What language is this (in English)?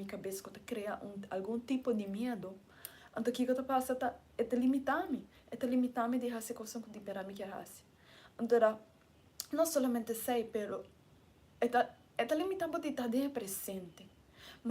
Papiamento